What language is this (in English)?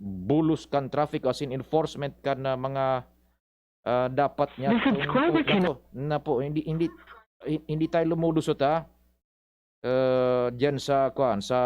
Bikol